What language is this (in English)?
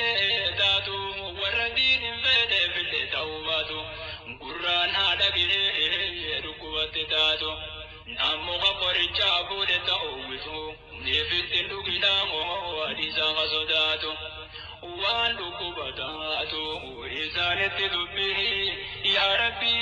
Oromo